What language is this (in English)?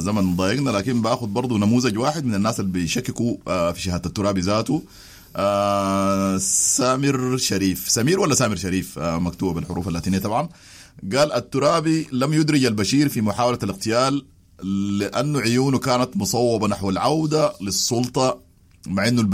Sudanese Arabic